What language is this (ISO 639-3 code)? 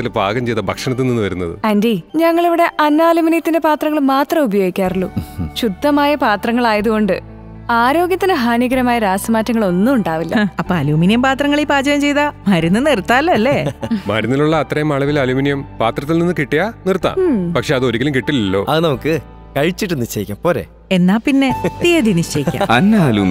mal